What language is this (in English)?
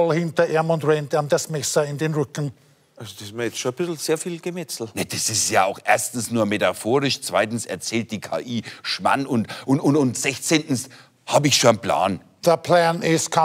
German